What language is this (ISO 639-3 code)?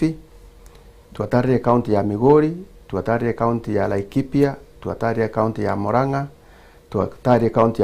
guz